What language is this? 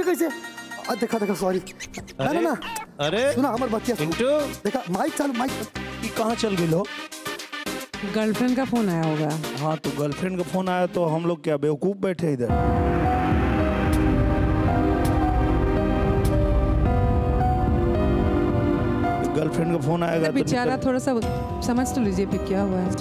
Bhojpuri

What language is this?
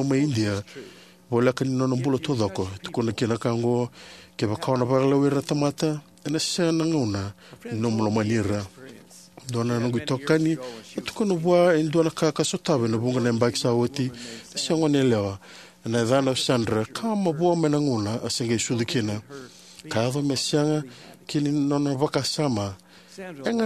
Fijian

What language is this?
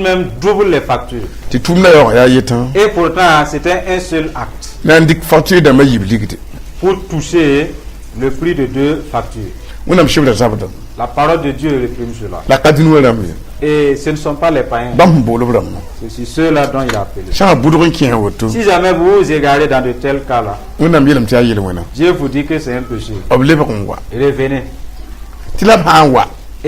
Mossi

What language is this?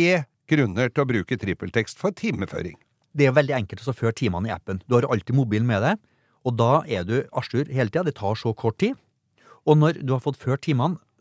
Norwegian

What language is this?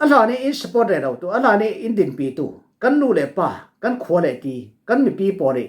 Falam Chin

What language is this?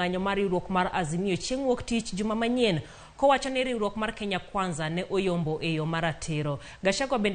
Luo (Kenya and Tanzania)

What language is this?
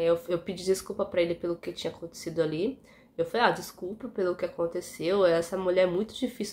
Portuguese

